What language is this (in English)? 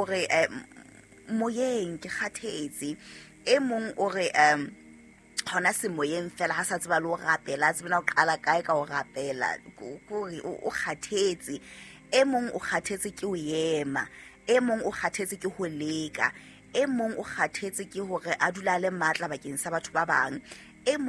Southern Sotho